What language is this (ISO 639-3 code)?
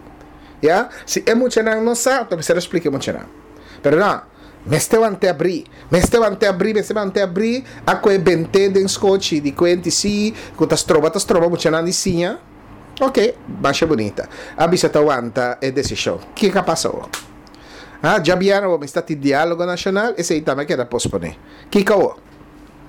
pap